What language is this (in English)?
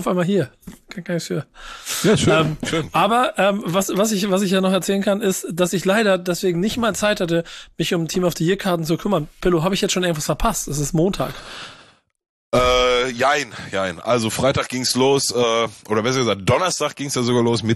German